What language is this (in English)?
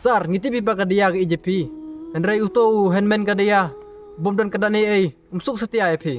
Khasi